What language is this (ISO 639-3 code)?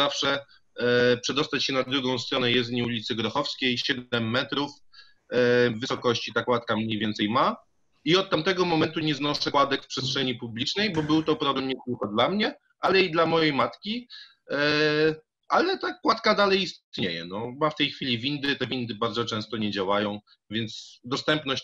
pol